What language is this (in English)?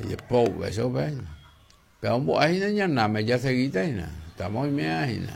Guarani